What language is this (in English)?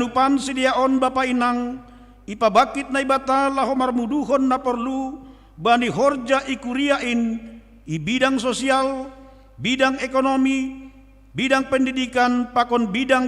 Batak Simalungun